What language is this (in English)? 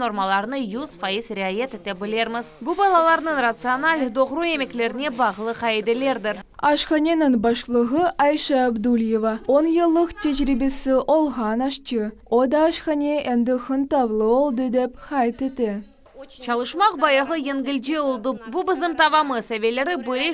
Crimean Tatar